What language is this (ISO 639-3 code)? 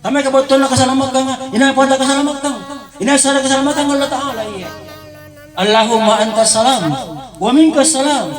mak